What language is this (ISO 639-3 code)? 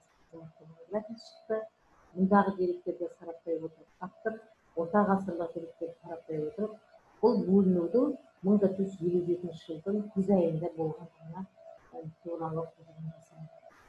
kaz